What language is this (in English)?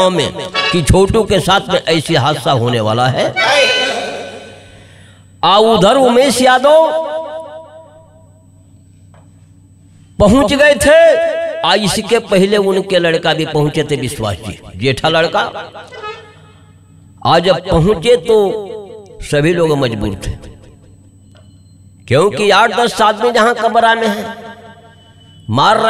Bhojpuri